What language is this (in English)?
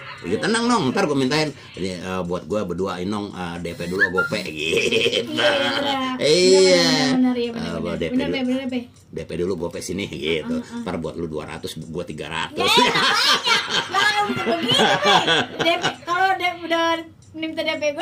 Betawi